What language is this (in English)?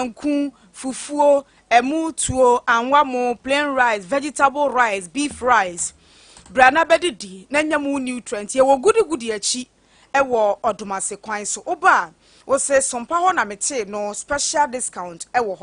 Akan